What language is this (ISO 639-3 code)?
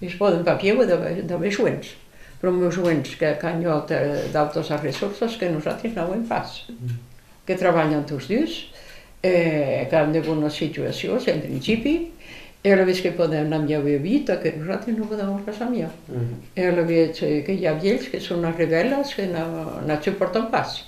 oci